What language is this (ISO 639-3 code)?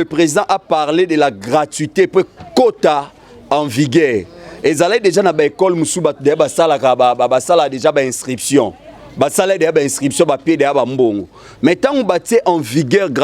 lin